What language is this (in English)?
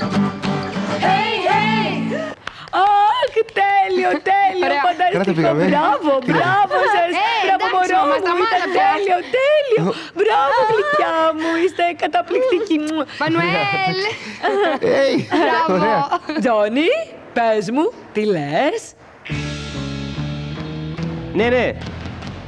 Greek